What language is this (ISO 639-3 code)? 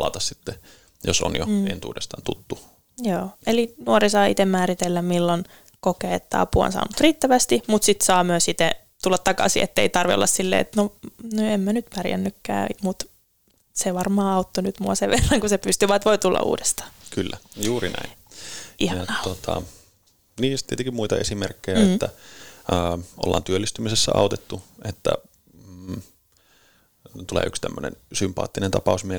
fin